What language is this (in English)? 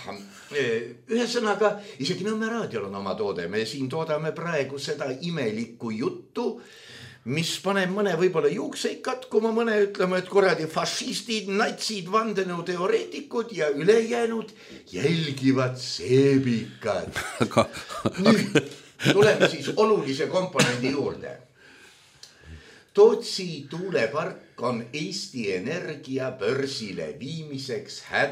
Estonian